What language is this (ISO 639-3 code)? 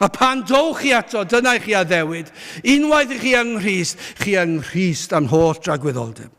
cym